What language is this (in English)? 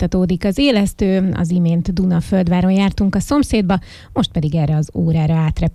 Hungarian